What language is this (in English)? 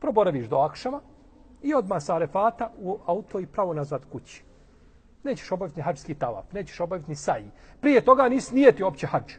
Bosnian